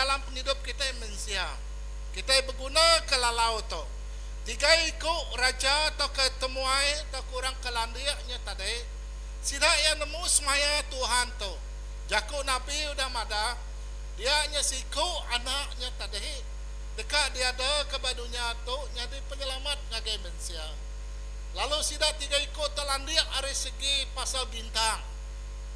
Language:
Iban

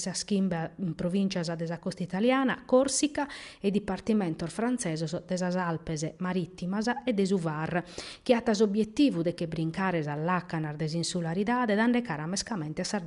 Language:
Sardinian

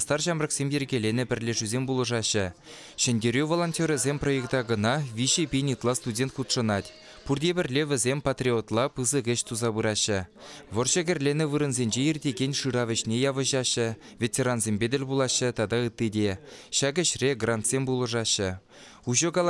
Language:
Chuvash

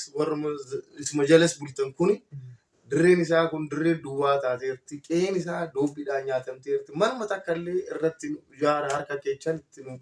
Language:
Oromo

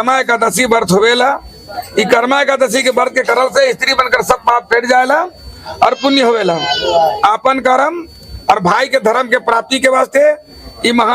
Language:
Sadri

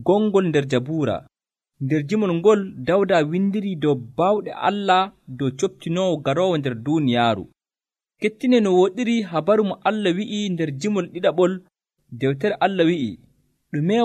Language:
Nigerian Fulfulde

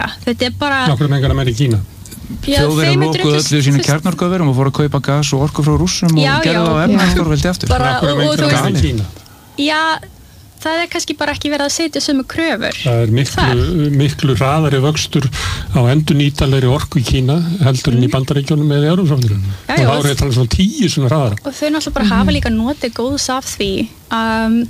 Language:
Icelandic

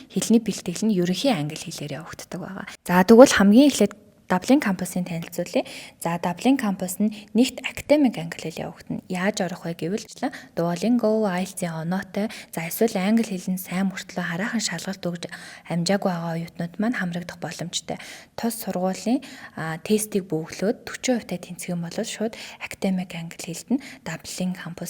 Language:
Mongolian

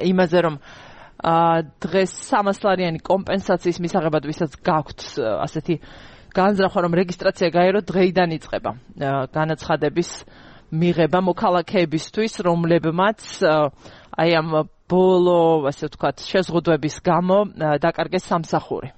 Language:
Georgian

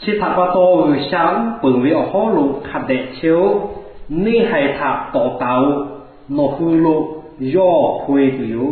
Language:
Lahu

